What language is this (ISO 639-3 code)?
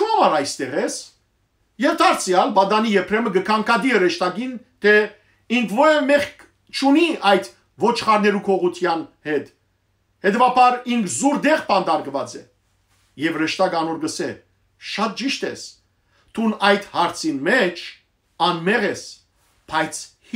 hyw